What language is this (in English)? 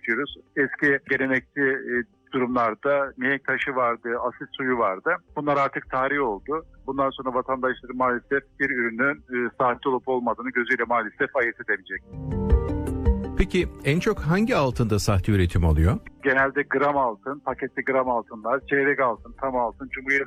Turkish